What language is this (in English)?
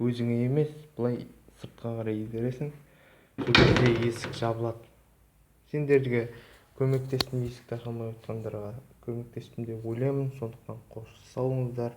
Kazakh